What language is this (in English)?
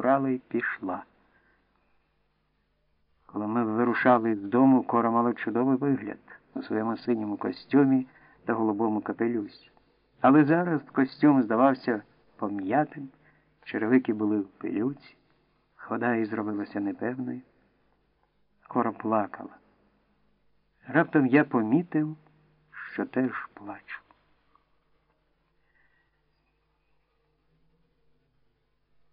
Ukrainian